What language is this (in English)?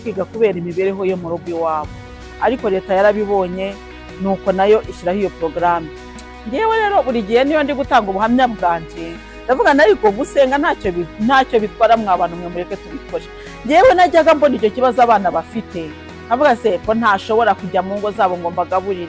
Kinyarwanda